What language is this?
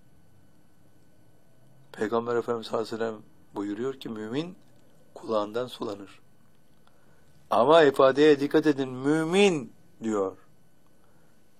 Turkish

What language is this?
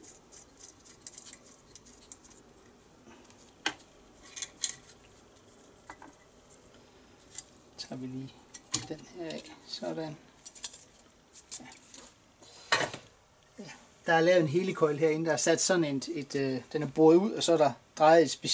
Danish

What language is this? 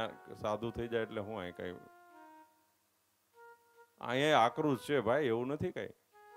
Gujarati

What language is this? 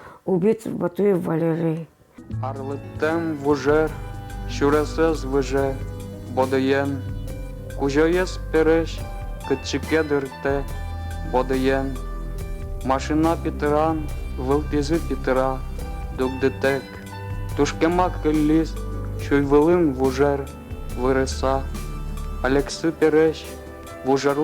Udmurt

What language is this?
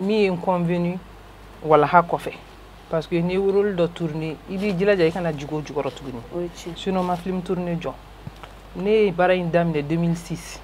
Bambara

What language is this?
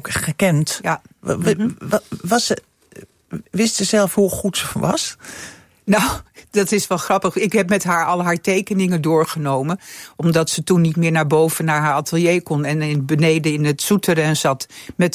Dutch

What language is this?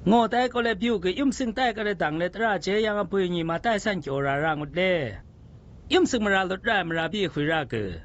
Zaiwa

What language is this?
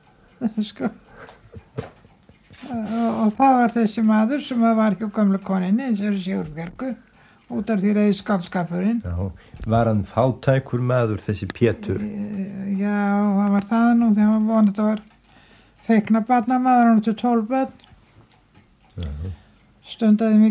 Icelandic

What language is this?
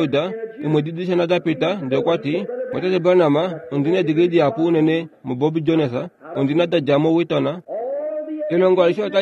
Kuanyama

